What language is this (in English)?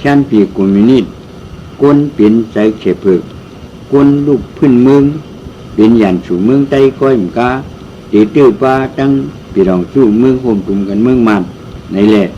Shan